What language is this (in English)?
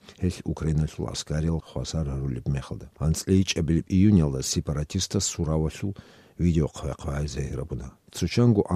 Avaric